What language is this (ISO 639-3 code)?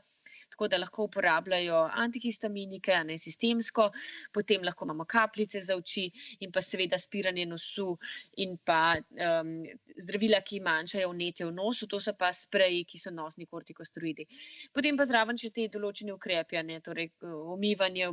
slv